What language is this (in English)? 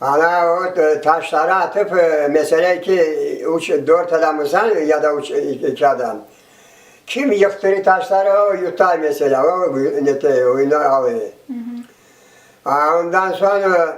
Crimean Tatar